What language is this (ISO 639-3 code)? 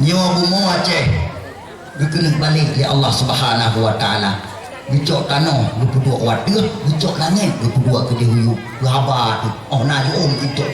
ace